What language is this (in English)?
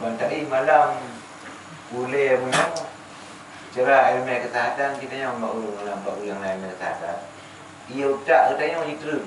Achinese